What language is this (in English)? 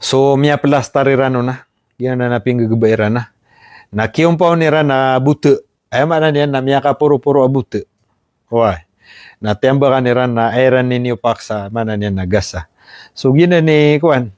Maranao